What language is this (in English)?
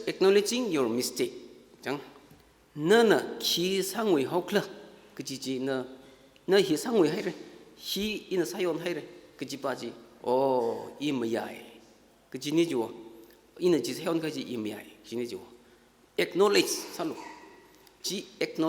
Tangkhul Naga (India)